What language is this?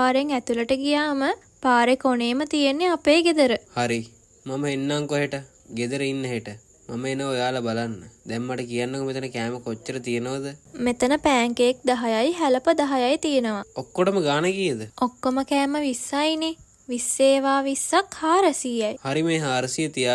Sinhala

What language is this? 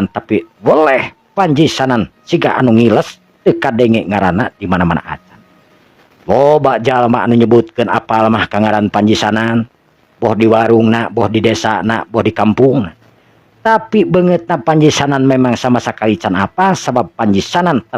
Sundanese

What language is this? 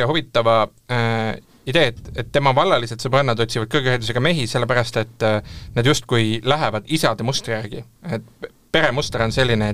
Estonian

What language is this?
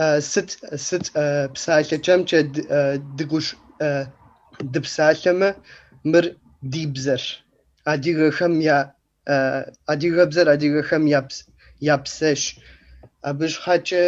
Kabardian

